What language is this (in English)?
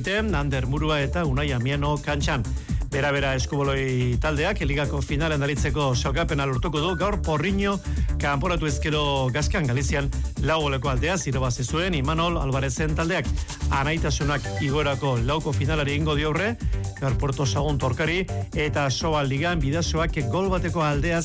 Basque